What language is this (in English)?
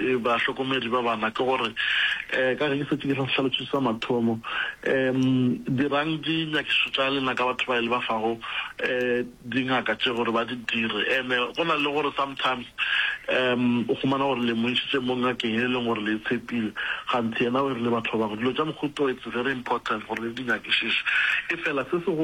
Northern Sotho